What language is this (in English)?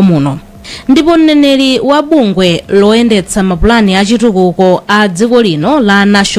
Nyanja